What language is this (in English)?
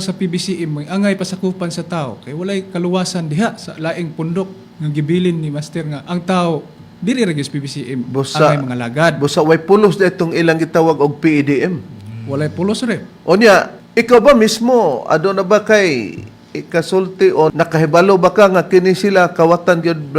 Cebuano